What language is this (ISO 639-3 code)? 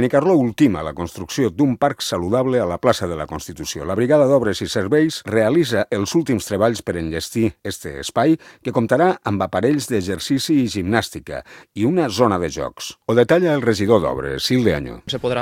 cat